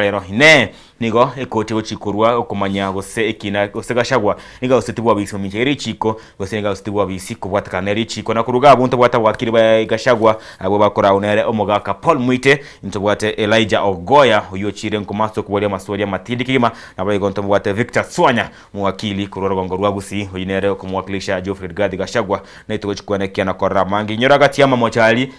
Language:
Gusii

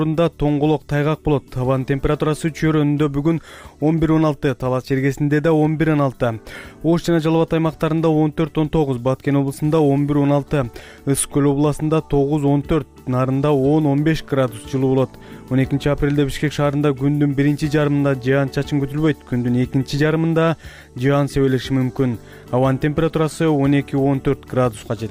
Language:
Kyrgyz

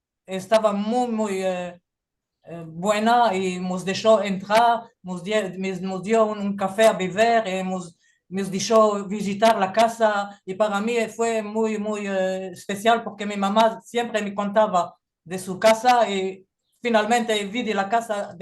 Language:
Ladino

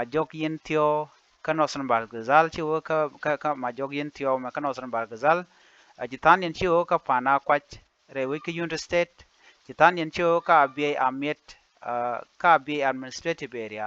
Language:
Nuer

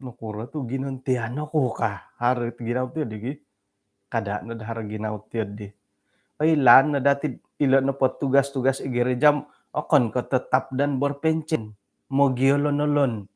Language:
Central Dusun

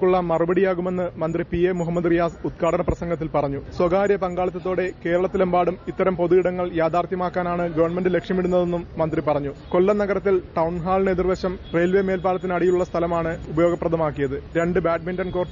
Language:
Malayalam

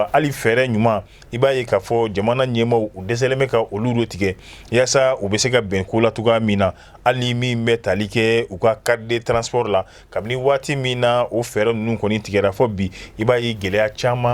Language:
Bambara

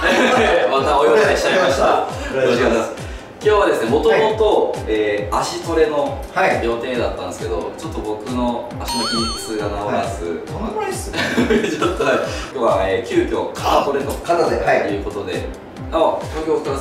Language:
Japanese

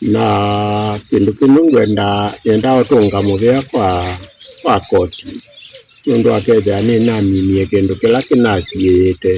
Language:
Kamba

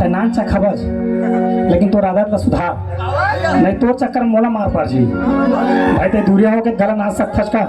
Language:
Chhattisgarhi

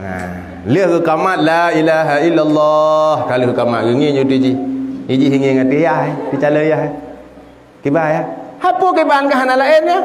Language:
Achinese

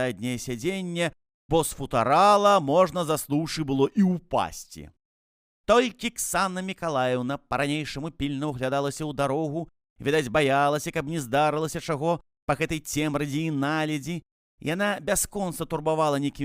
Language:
Belarusian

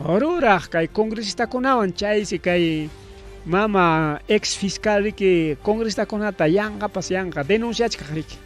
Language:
Ayacucho Quechua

